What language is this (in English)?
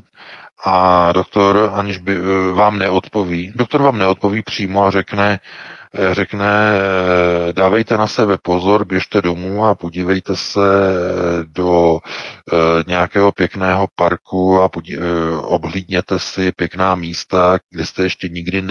Czech